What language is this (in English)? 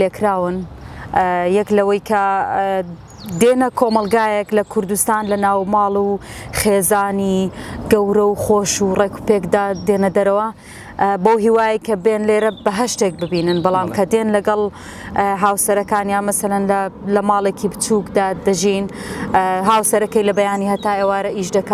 Central Kurdish